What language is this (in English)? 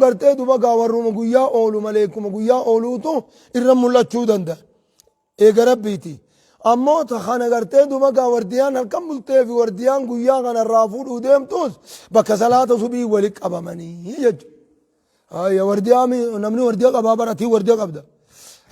Oromo